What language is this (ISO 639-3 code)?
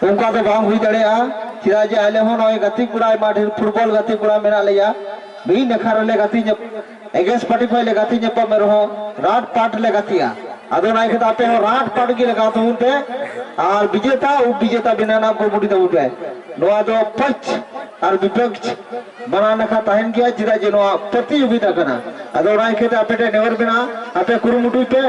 sat